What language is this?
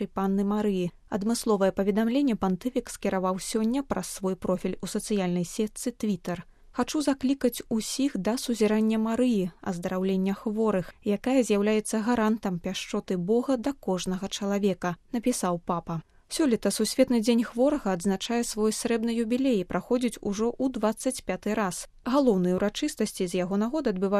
Belarusian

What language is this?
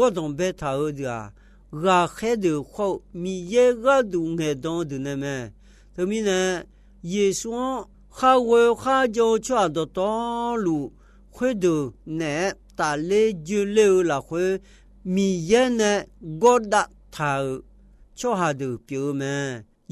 Akha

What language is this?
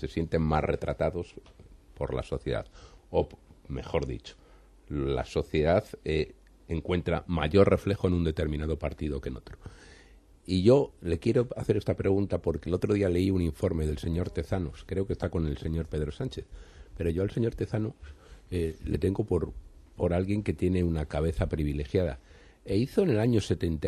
Spanish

